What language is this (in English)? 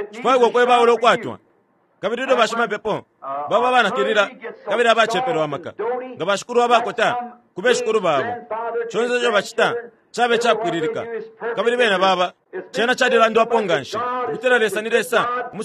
Bemba